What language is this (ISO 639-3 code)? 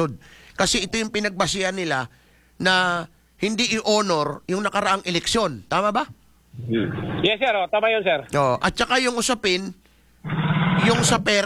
fil